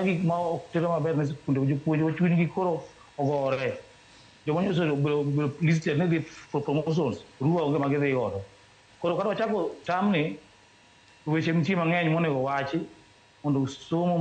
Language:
Luo (Kenya and Tanzania)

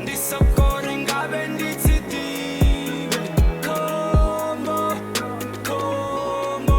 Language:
Venda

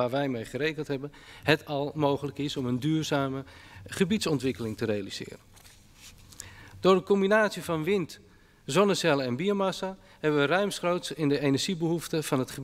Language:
Dutch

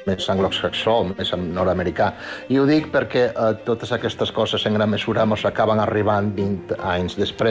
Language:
Catalan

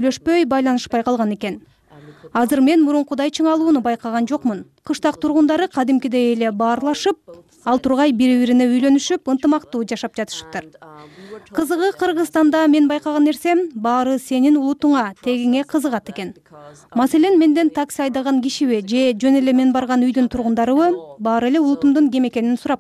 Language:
Kyrgyz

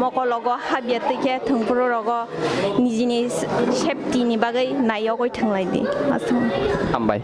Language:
Kok Borok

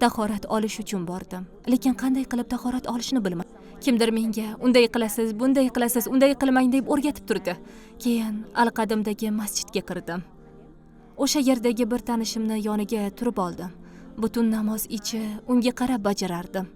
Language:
Uzbek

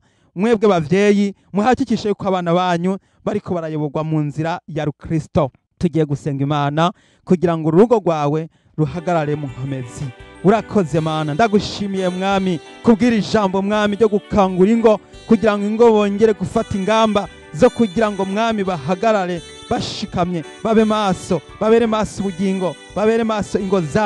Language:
Rundi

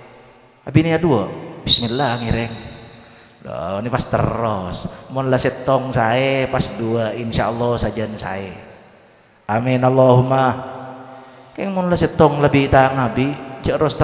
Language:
Madurese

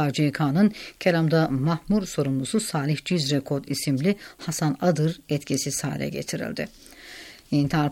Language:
Turkish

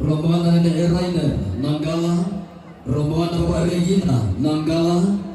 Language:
Toraja-Sa'dan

